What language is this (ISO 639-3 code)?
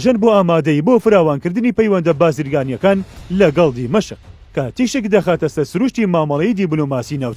ckb